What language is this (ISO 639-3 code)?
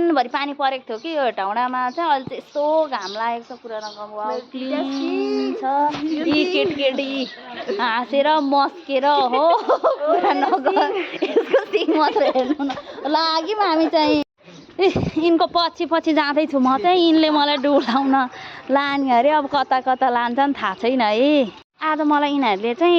nep